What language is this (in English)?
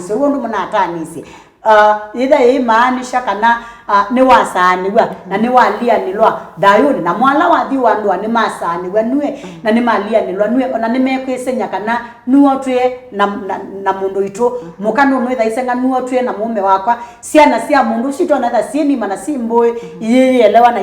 Kamba